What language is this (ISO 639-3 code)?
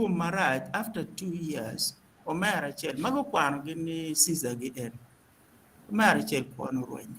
ach